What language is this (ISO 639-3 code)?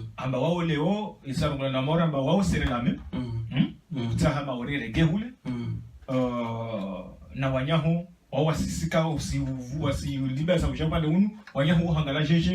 zdj